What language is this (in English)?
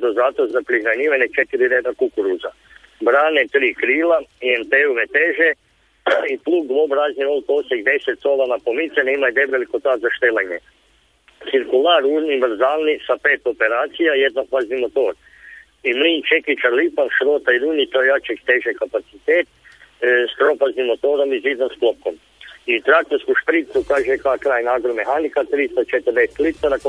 Croatian